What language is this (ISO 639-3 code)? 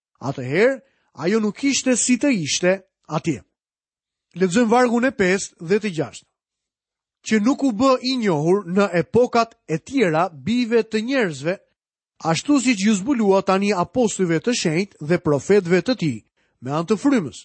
sqi